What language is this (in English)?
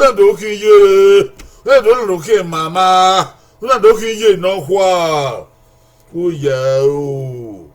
Bini